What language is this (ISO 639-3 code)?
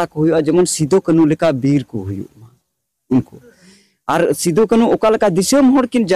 sat